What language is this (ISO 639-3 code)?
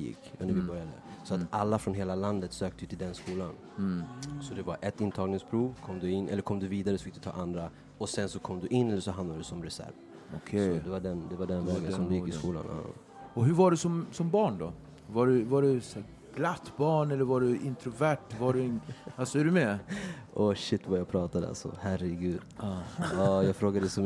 swe